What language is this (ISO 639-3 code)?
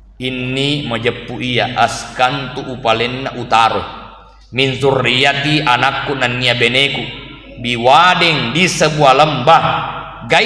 bug